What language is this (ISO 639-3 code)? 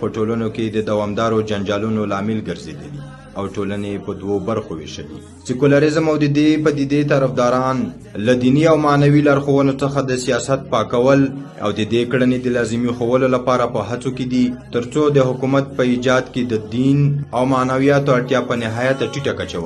pus